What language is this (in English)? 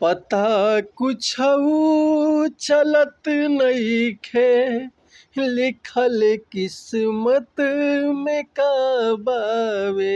Bhojpuri